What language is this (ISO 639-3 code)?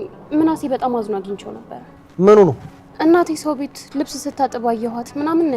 amh